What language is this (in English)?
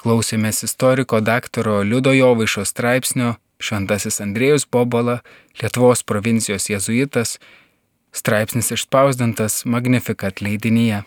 Lithuanian